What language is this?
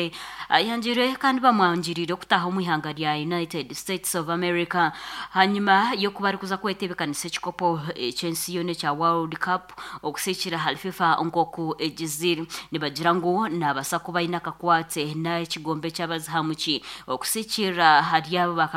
Nyankole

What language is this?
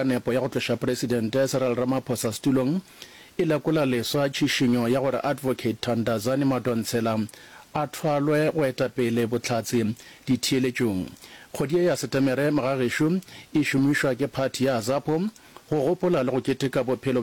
Northern Sotho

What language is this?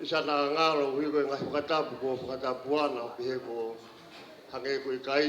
Tongan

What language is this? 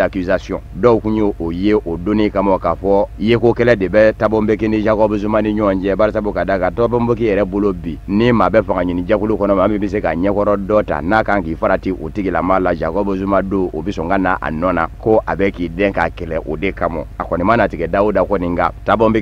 Bambara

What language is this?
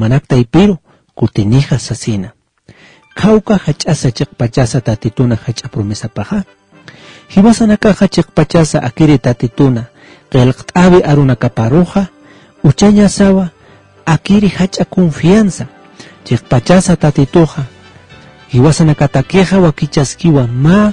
Aymara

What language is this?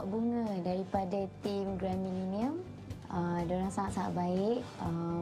Malay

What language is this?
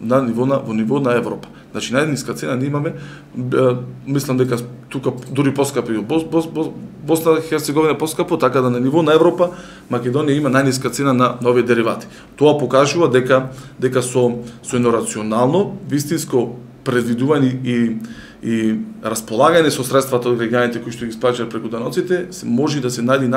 Macedonian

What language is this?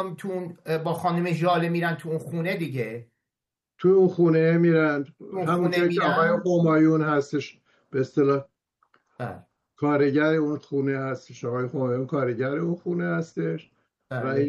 Persian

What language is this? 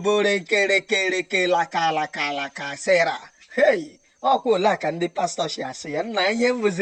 Igbo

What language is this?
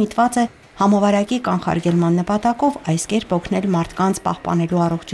Armenian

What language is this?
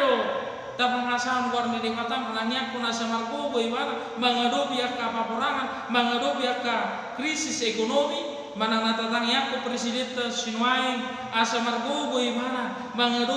Batak Toba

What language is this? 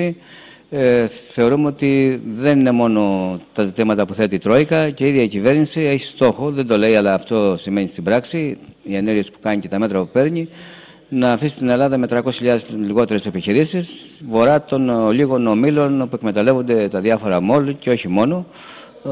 Greek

